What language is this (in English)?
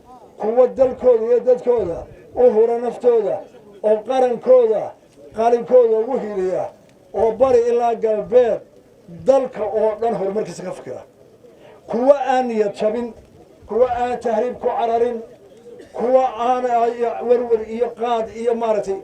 Somali